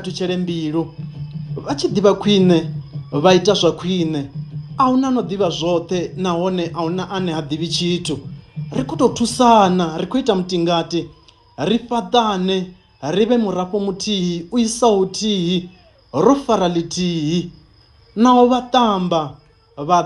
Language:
Venda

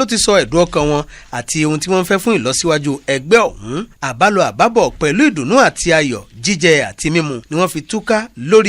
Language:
Yoruba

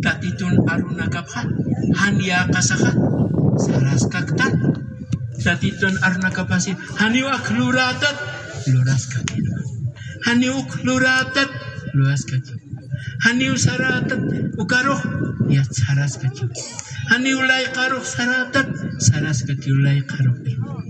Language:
Aymara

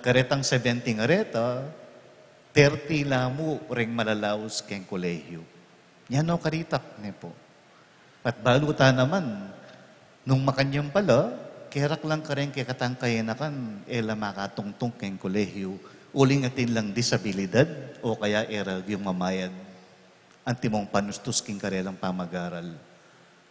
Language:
Pampanga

